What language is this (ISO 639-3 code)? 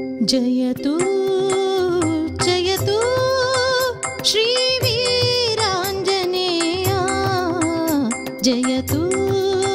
kan